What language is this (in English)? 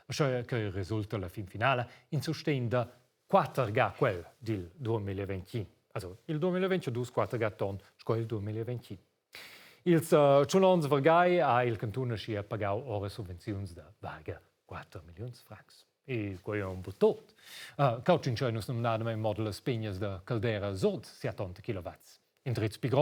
Romansh